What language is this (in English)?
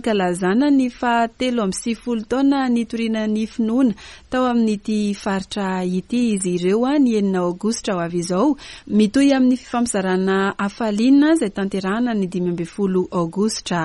Malagasy